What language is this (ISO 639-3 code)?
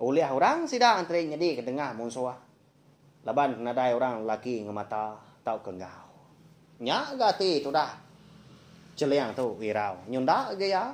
iba